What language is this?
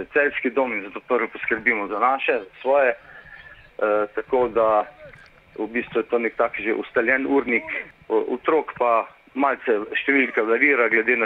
Slovenian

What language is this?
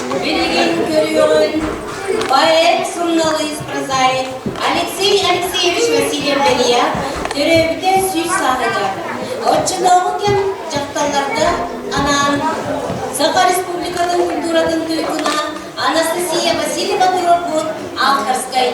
Yakut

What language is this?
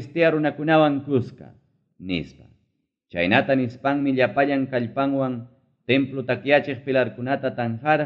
Ayacucho Quechua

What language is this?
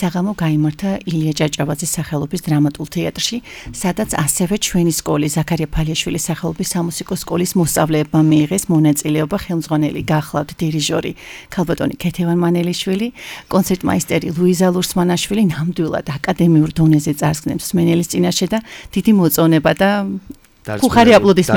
Georgian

